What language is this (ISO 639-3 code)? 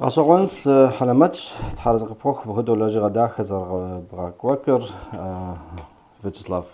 kbd